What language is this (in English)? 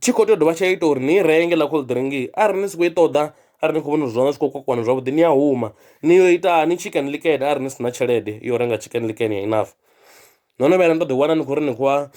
Venda